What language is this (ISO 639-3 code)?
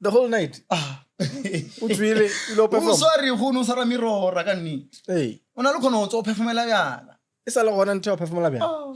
nso